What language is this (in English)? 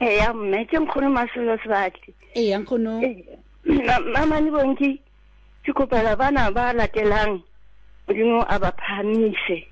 Southern Sotho